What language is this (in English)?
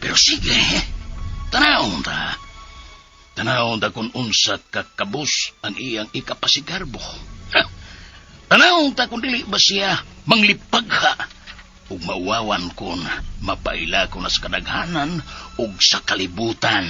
Cebuano